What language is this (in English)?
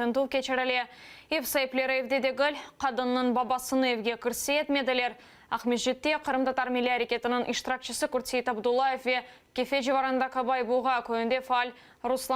Crimean Tatar